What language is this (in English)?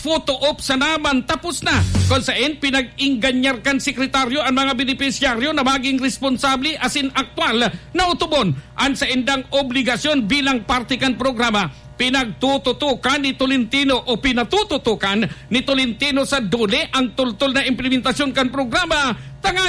Bikol